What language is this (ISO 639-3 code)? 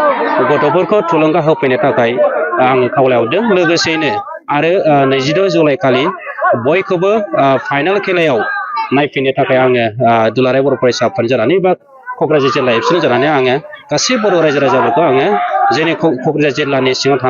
brx